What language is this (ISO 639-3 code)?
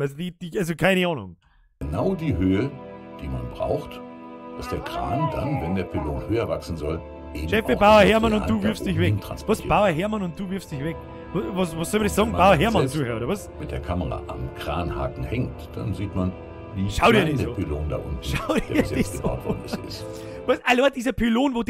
bar